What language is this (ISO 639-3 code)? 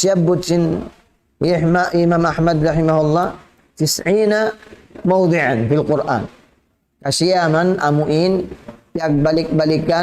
tsg